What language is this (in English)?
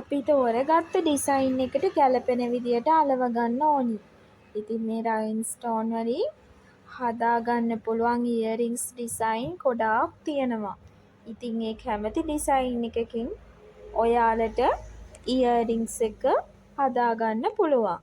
Sinhala